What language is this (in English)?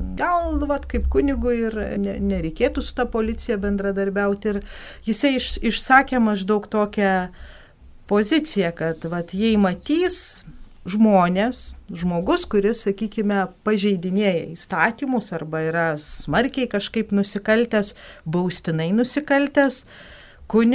Lithuanian